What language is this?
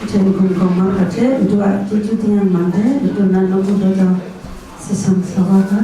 Kachin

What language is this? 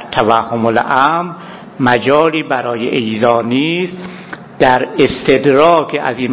Persian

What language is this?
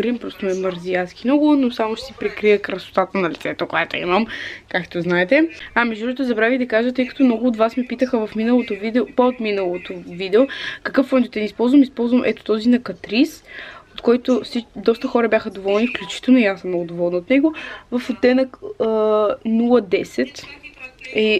Bulgarian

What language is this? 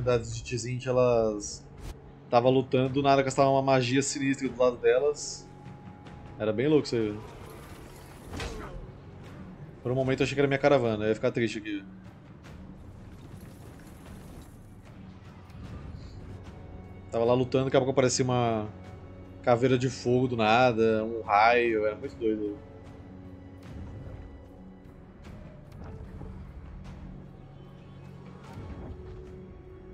Portuguese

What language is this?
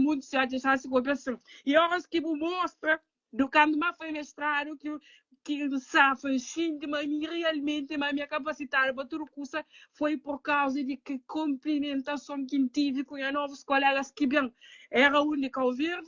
Kabuverdianu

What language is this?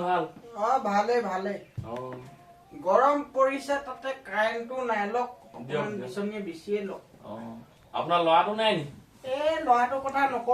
Assamese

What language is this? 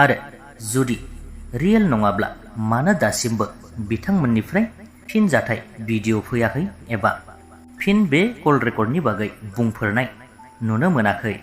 Bodo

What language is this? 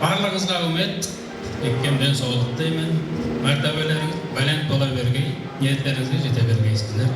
Kara-Kalpak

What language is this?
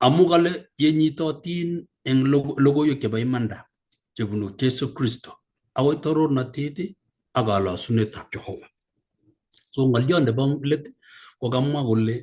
Kalenjin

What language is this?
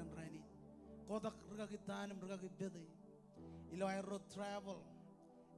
Marshallese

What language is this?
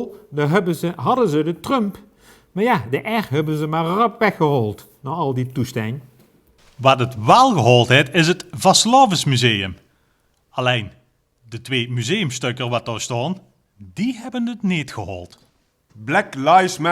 Limburgish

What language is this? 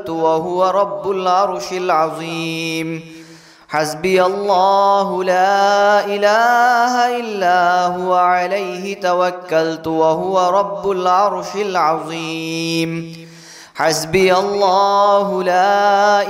Arabic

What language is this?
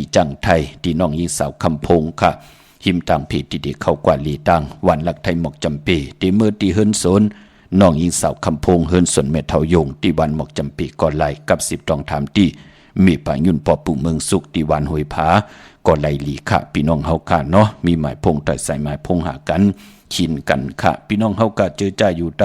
Shan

